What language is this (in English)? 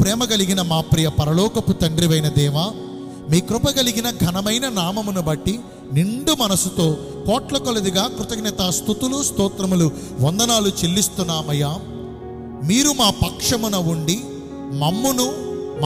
Telugu